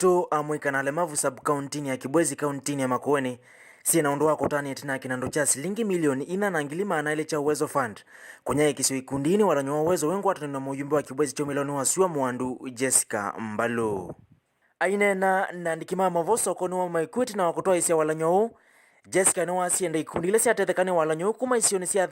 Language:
Kamba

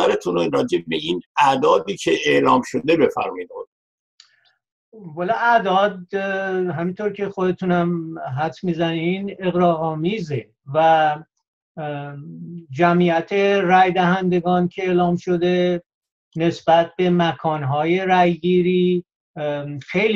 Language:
Persian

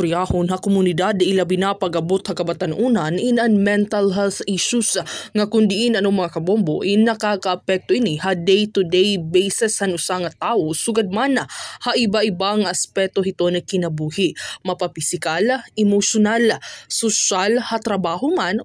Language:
Waray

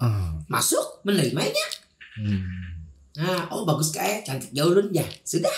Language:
Banjar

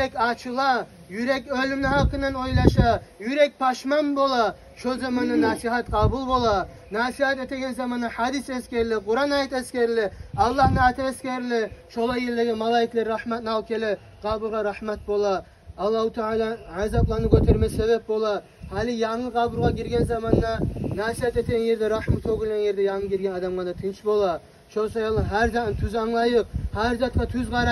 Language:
Kumyk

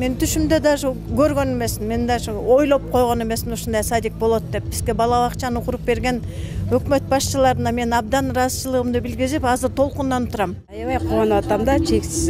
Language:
Kyrgyz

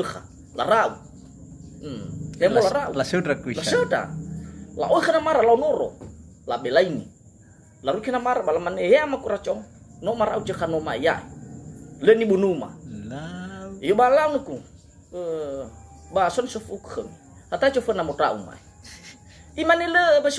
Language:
Nias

